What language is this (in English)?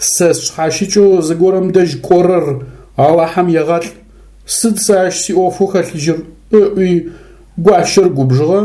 Adyghe